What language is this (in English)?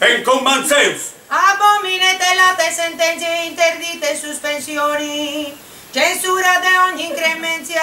Sardinian